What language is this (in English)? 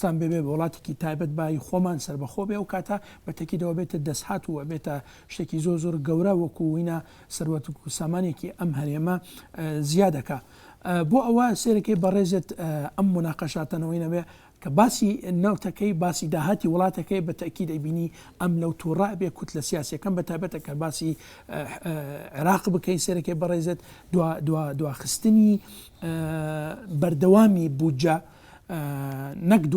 Central Kurdish